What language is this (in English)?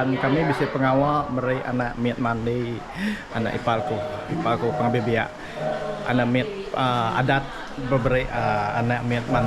Iban